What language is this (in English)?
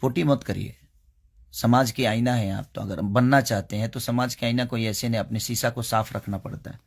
Bhojpuri